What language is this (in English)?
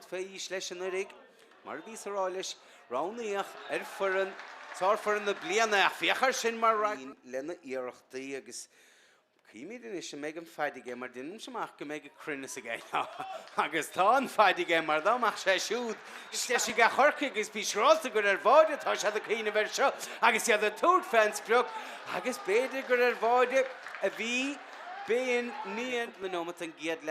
Irish